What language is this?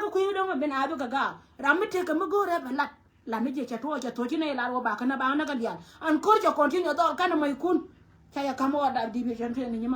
Nuer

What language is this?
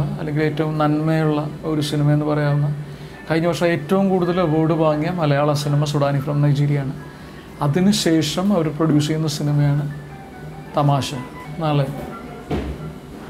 Malayalam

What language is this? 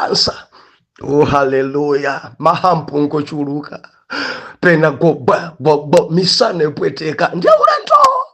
Nyanja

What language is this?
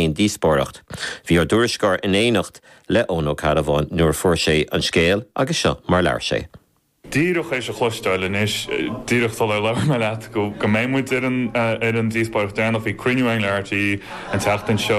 Irish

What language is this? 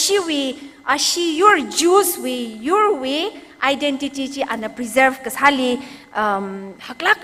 Tangkhul Naga (India)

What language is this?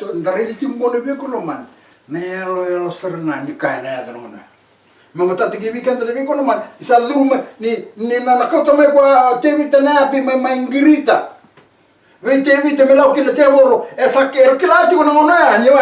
Fijian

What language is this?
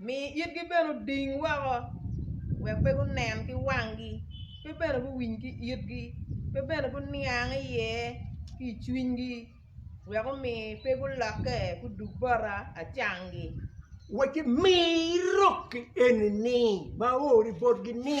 Acoli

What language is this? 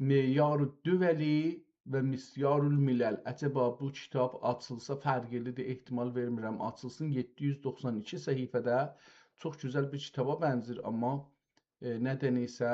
South Azerbaijani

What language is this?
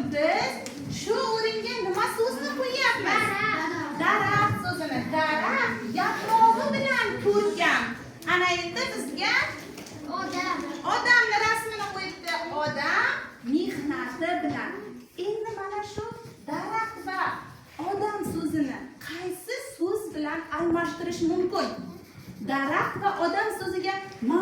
Uzbek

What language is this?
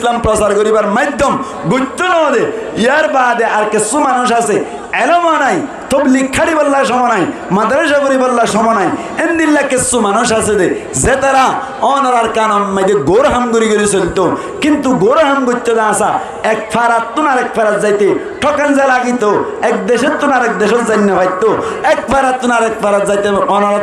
Rohingya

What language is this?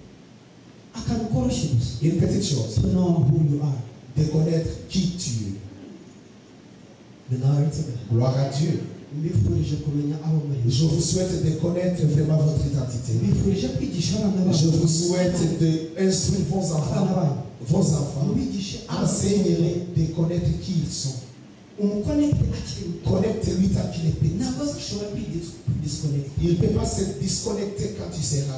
Kinyarwanda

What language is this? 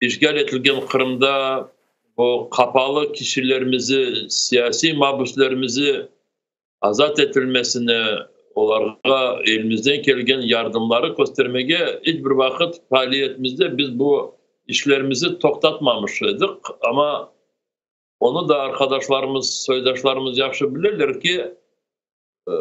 Crimean Tatar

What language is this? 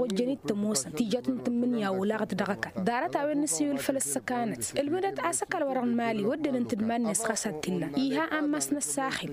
Tamasheq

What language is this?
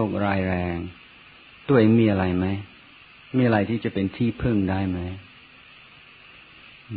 Thai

